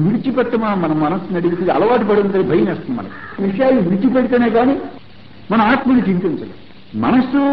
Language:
Telugu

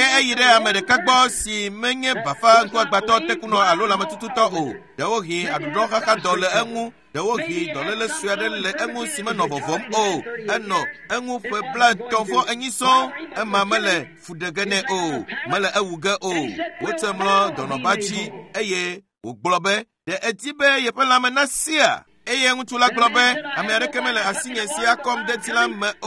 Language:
Ewe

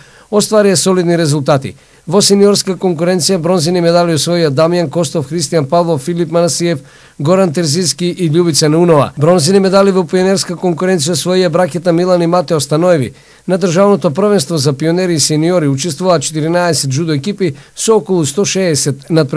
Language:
Macedonian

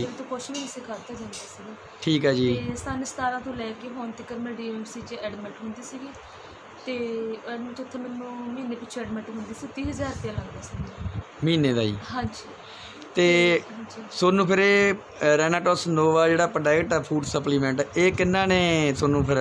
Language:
Punjabi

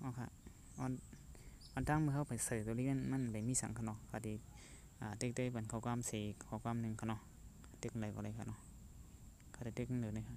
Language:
Shan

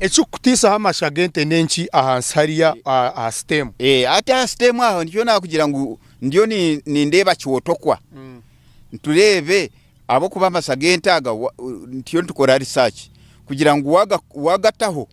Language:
Nyankole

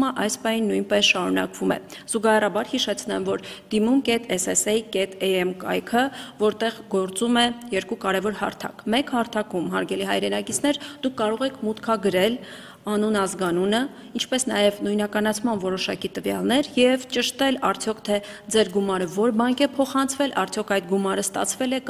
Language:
Armenian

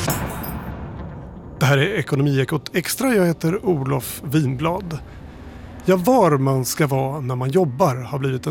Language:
Swedish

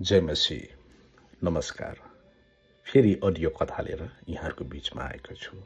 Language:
Nepali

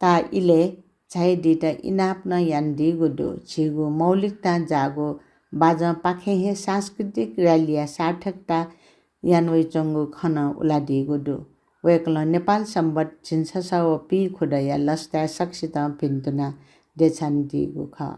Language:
Newari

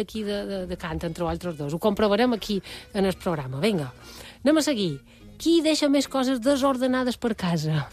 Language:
Catalan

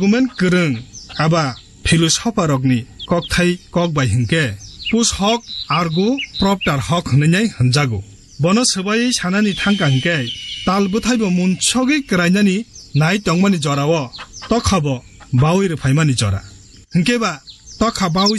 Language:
Kok Borok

